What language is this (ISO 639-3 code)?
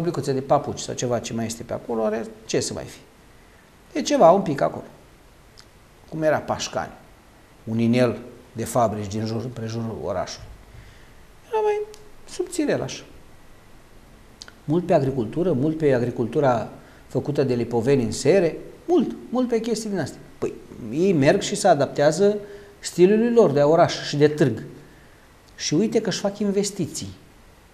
ron